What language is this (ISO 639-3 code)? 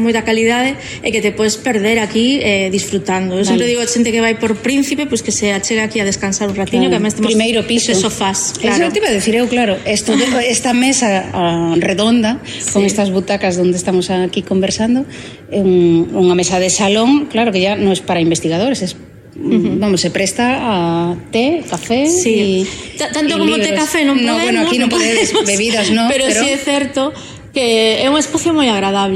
glg